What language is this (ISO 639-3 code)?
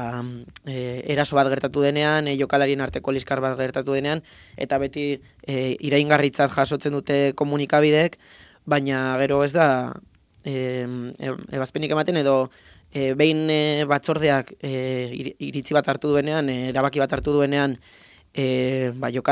eus